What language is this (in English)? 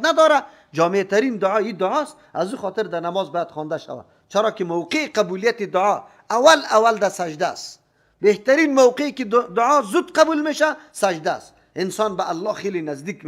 Persian